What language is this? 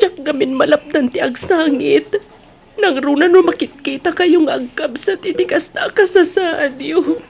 Iloko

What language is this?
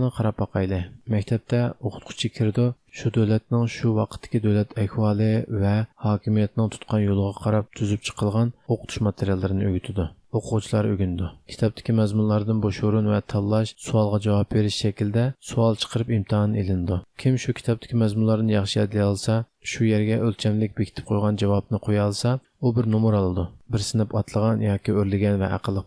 Uyghur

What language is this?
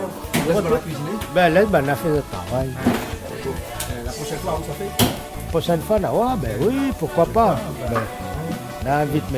Réunion Creole French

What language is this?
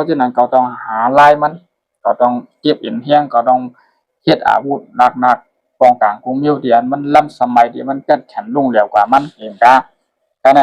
Shan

